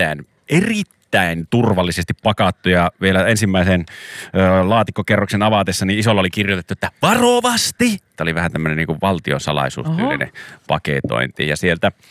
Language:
Finnish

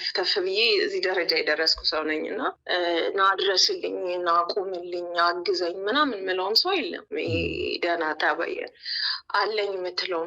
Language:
Amharic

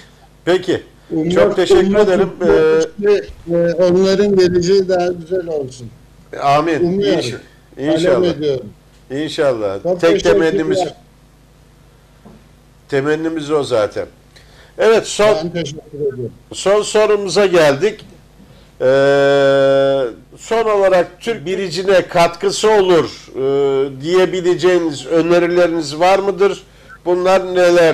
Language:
Turkish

